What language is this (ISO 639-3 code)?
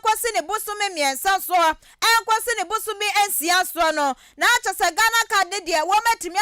aka